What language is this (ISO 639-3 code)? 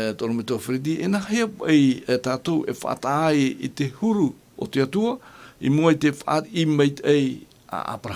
tah